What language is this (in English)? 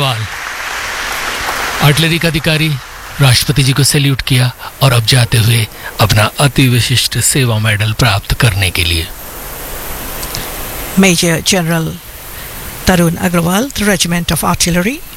Hindi